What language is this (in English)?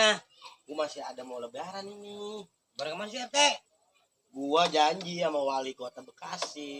Betawi